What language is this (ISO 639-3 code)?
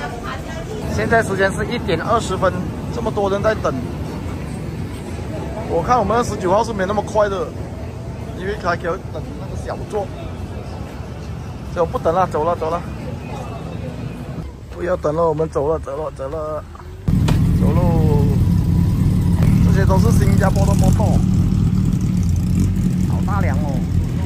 zho